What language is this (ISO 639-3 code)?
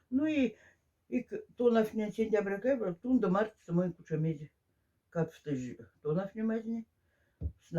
mdf